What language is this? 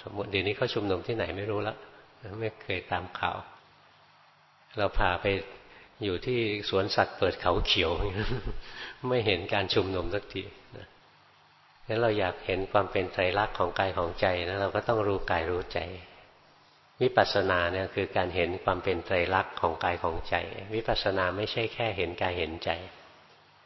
Thai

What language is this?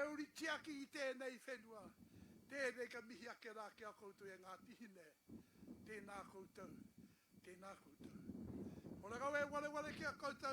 Māori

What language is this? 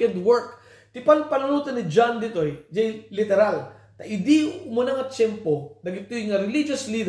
Iloko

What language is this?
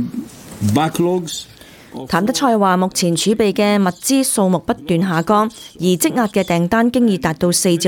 Cantonese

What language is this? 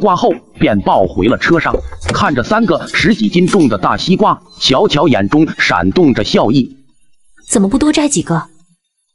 Chinese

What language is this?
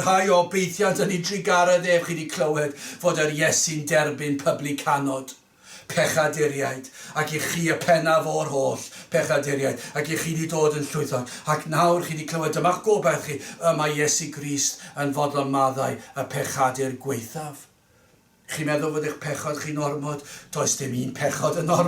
Welsh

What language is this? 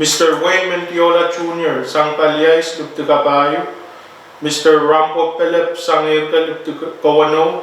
Pohnpeian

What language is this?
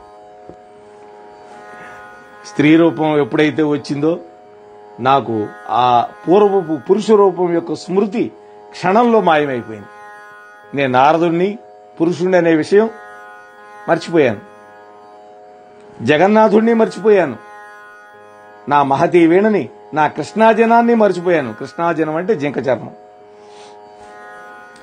Telugu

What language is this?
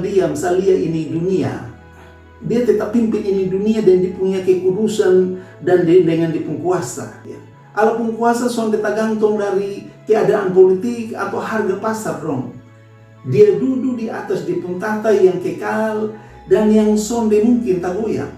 Kupang Malay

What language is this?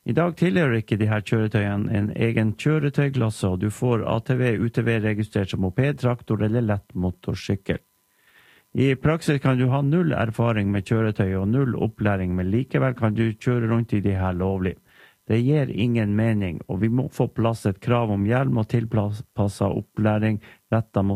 Norwegian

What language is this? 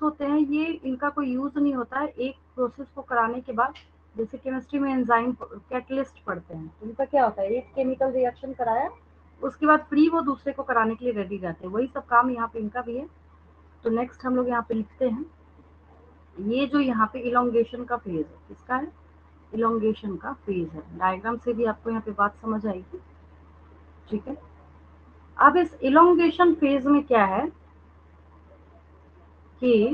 Hindi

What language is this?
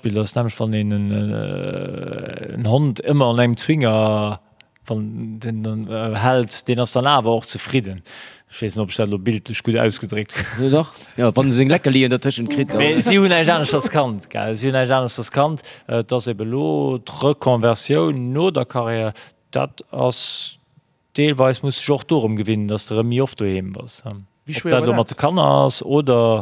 Luxembourgish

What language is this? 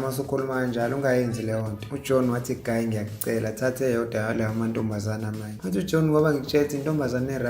Zulu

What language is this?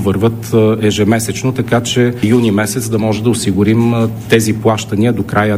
Bulgarian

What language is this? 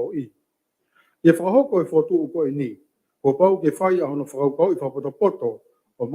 Tongan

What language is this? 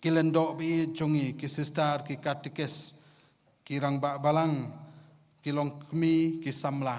Khasi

